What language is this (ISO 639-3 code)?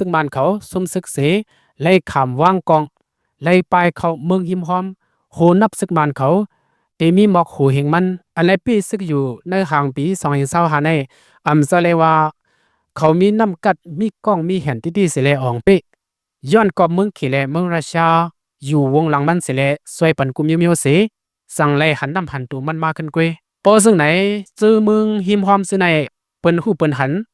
shn